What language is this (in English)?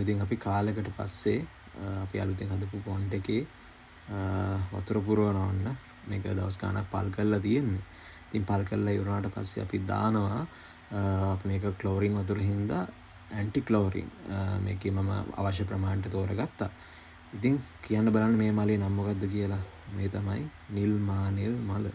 Sinhala